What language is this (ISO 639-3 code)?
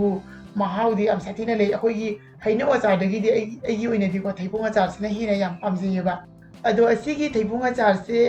mni